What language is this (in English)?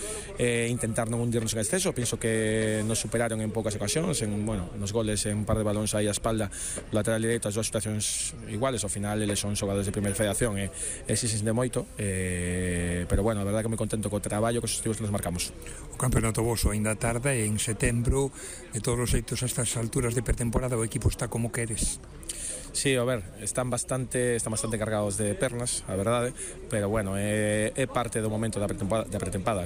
Galician